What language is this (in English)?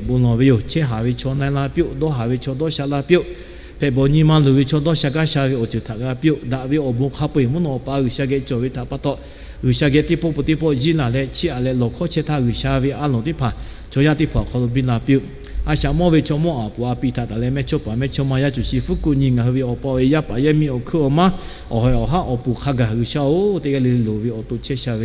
Lahu